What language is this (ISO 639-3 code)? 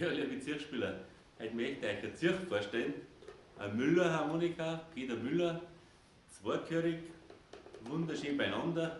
bar